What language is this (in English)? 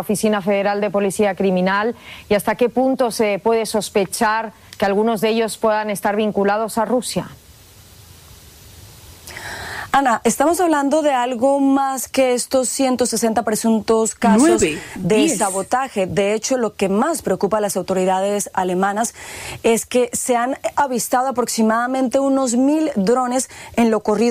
Spanish